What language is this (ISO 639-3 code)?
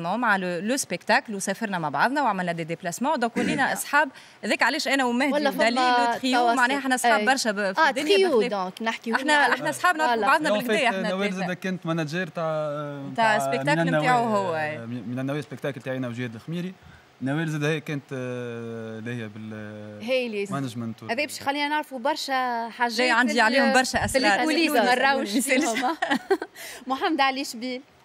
aeb